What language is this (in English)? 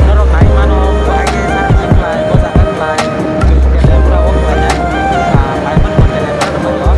Kok Borok